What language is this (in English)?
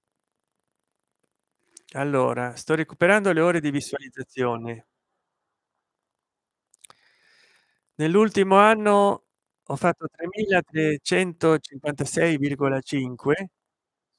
Italian